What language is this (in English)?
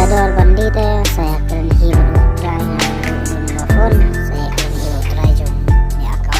Khasi